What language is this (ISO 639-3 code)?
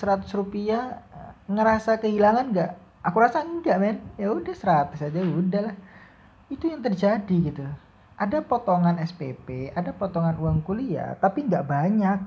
ind